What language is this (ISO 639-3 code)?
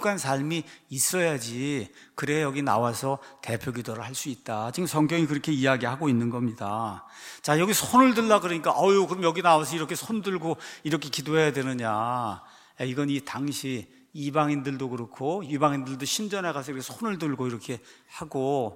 kor